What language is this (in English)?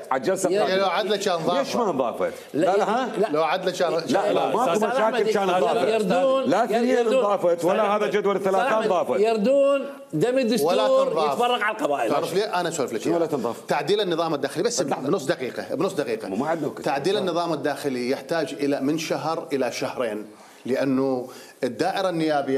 Mesopotamian Arabic